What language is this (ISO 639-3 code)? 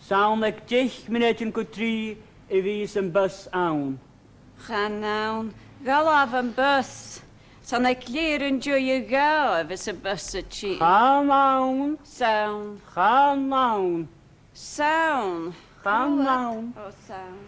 gla